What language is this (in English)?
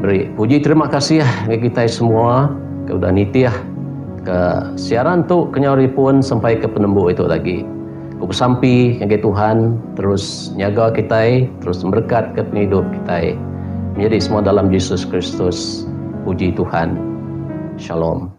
Iban